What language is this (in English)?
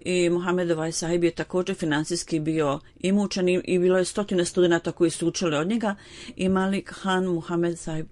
Bosnian